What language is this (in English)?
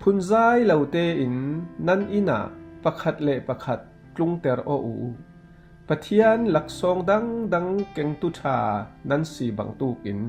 Falam Chin